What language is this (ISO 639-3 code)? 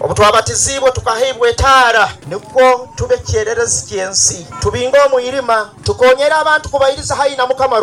nyo